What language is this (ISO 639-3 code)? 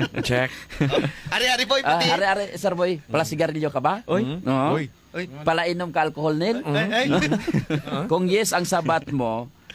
hil